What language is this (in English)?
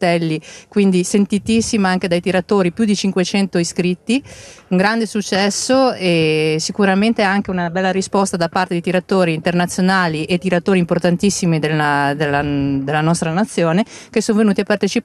Italian